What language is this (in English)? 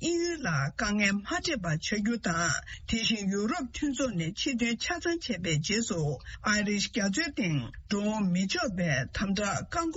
Tibetan